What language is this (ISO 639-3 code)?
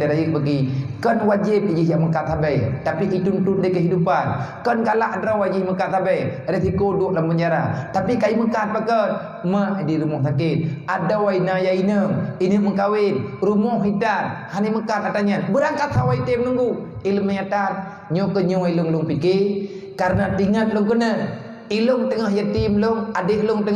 ace